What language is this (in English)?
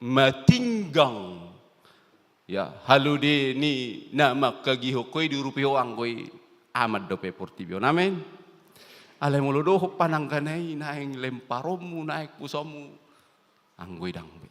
Batak Toba